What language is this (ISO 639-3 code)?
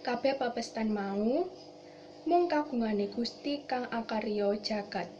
jav